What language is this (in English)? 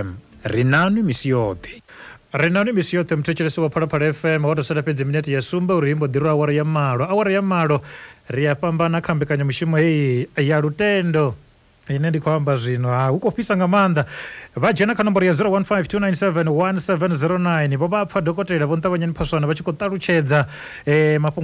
Venda